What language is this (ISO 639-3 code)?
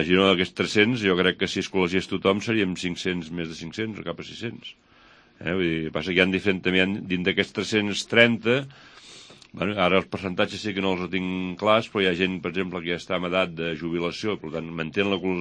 cat